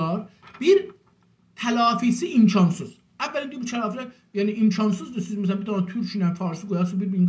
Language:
South Azerbaijani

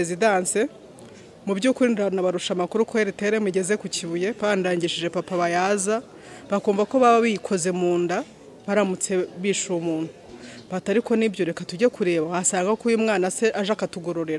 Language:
Kinyarwanda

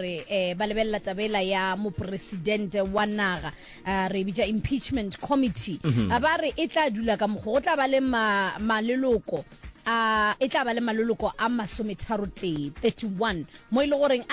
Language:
Northern Sotho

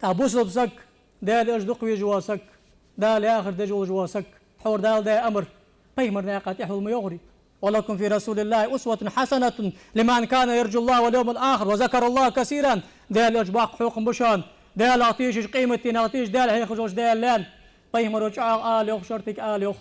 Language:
Ingush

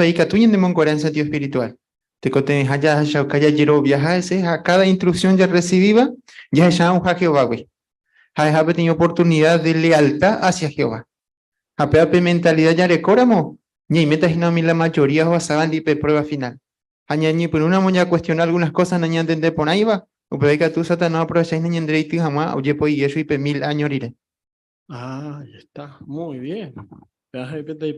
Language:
Guarani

